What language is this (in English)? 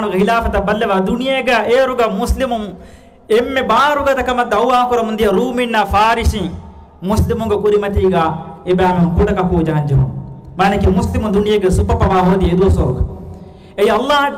Divehi